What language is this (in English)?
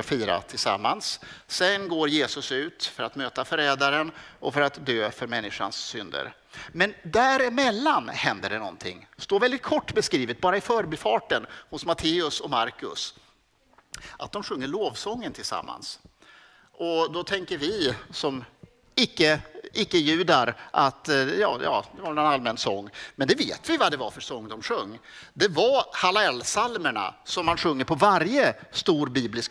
Swedish